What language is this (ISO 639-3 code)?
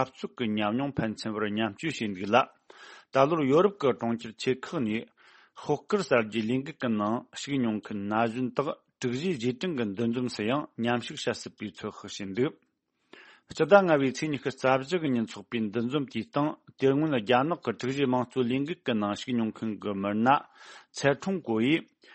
bod